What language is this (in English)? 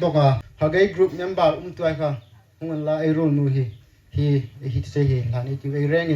Hmar